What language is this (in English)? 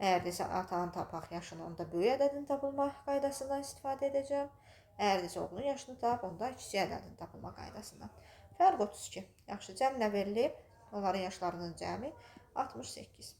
Azerbaijani